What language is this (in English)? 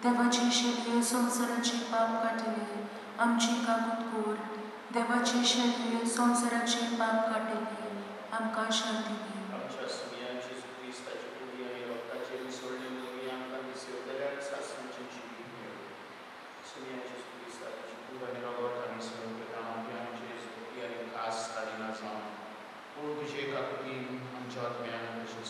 Konkani